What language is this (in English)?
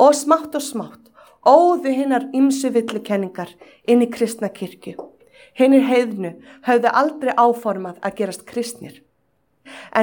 Icelandic